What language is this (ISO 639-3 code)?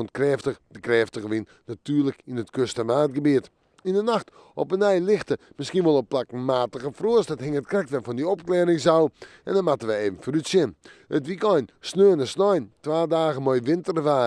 fry